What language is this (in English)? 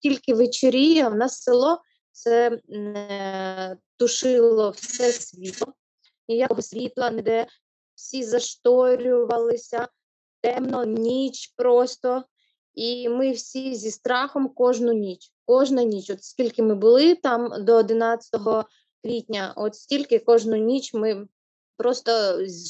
Ukrainian